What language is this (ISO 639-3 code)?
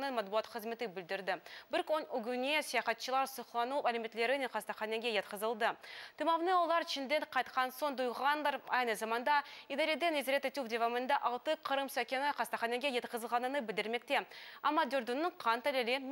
crh